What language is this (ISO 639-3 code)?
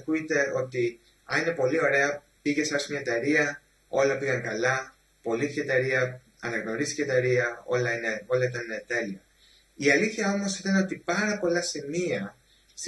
ell